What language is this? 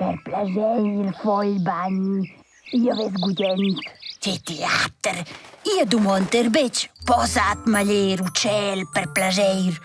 Romansh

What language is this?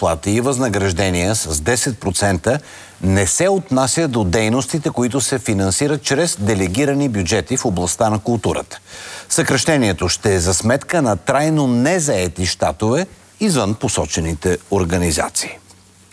Bulgarian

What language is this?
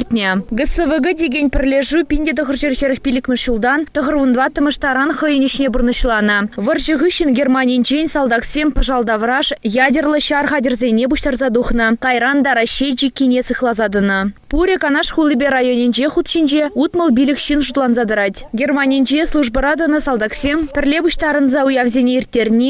Chuvash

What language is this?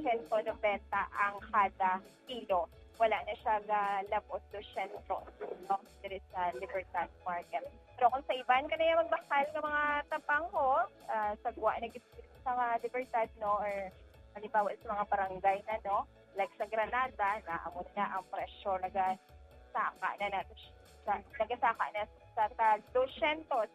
Hiligaynon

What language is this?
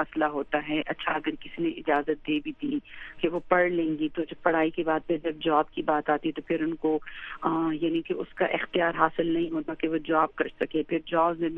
Urdu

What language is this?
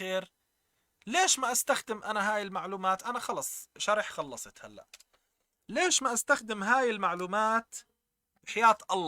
North Levantine Arabic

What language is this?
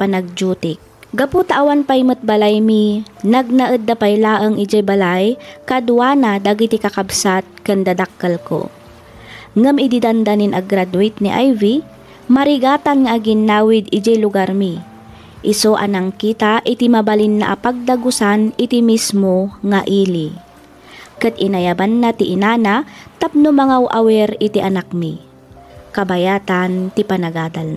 Iloko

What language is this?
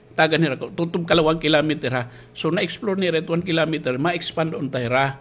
Waray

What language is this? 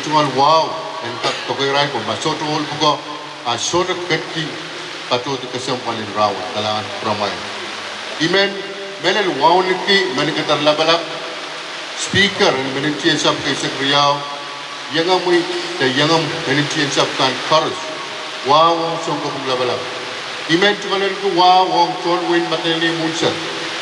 Pohnpeian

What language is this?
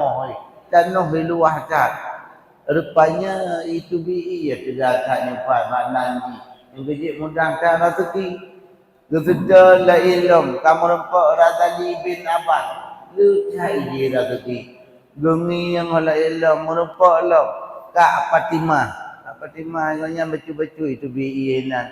Achinese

